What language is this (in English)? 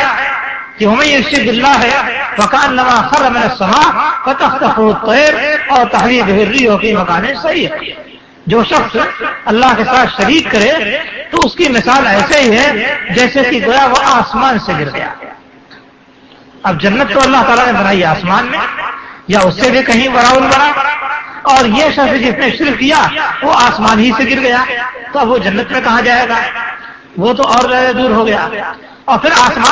Urdu